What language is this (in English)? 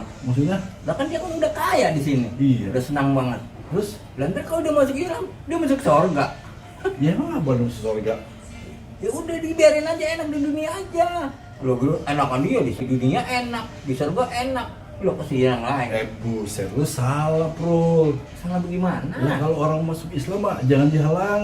Betawi